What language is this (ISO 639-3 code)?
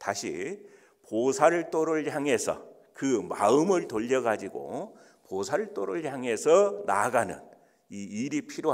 kor